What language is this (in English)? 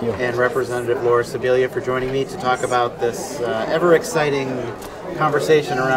English